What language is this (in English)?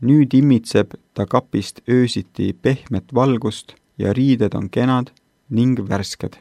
Estonian